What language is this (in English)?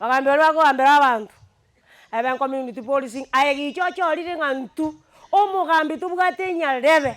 Gusii